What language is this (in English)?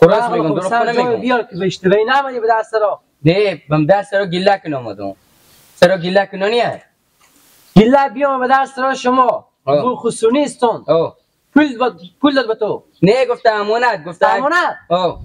Persian